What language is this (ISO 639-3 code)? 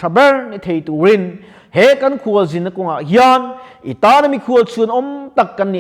lus